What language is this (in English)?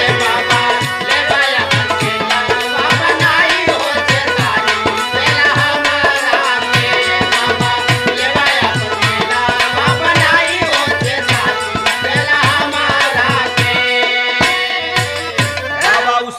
Bhojpuri